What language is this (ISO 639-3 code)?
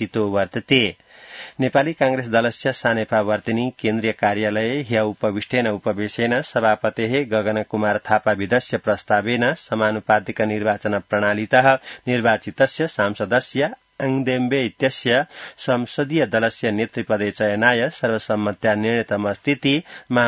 san